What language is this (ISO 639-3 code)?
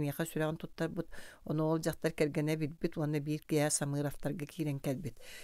sah